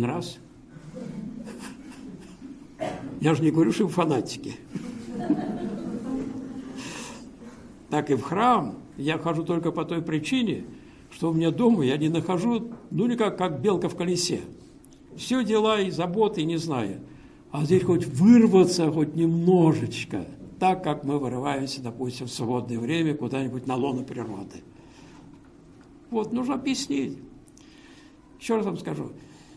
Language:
Russian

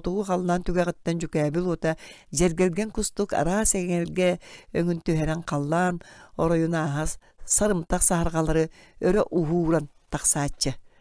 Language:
Yakut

